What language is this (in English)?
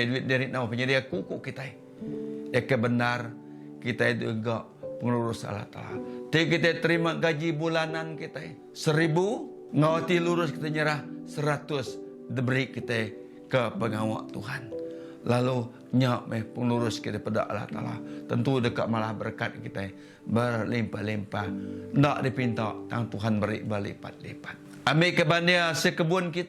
Iban